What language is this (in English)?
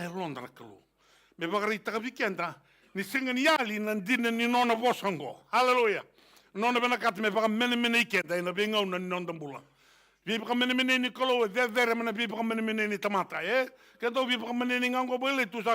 Fijian